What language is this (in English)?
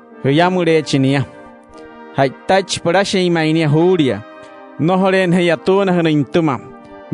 Wayuu